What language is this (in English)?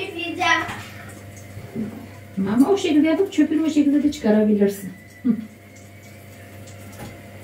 Turkish